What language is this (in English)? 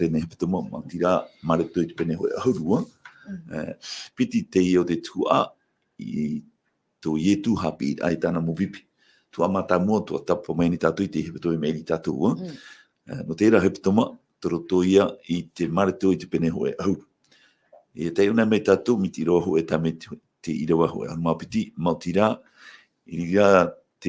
Tahitian